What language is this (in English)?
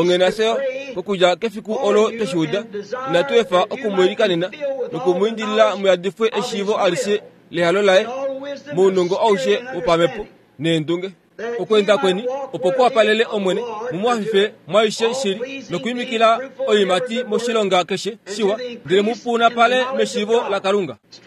Kuanyama